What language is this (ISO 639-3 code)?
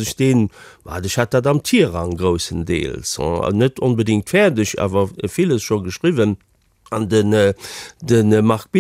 ltz